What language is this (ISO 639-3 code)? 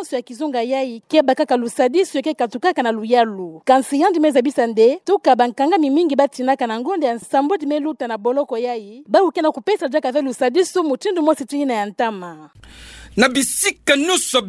ktu